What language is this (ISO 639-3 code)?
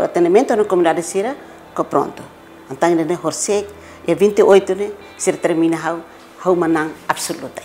tet